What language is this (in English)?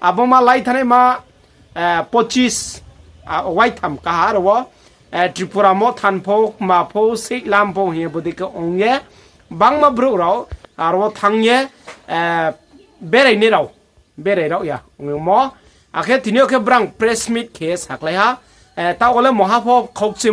Riang (India)